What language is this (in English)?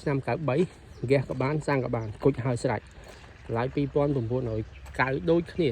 Khmer